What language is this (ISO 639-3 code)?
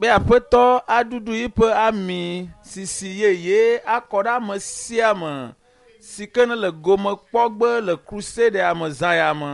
ewe